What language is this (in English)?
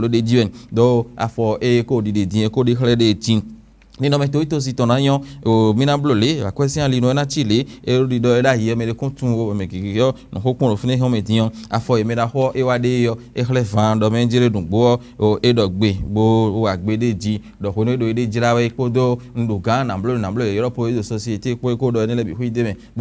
Fon